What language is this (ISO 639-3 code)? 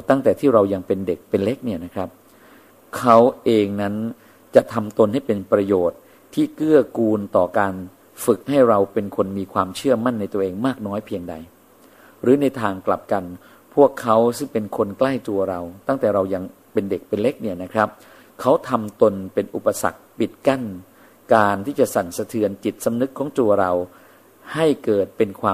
tha